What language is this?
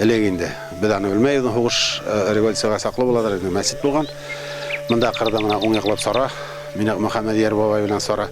Bashkir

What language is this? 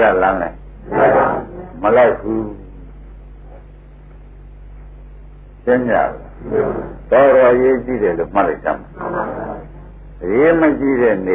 Burmese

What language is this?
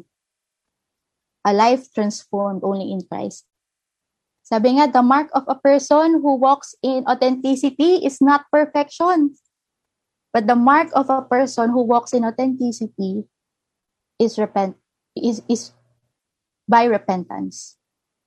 Filipino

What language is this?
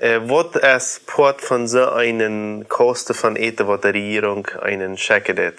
Plautdietsch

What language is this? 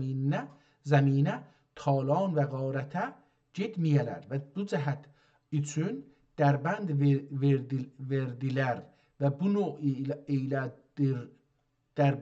South Azerbaijani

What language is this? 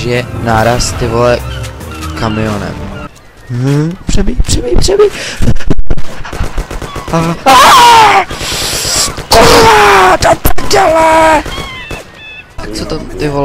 Czech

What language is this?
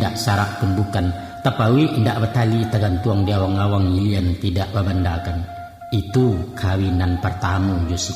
Minangkabau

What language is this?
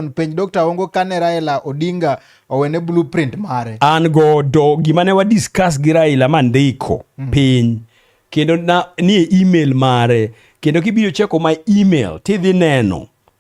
Luo (Kenya and Tanzania)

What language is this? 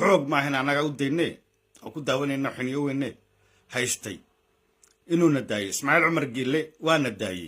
Somali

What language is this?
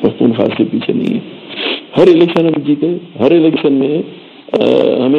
Urdu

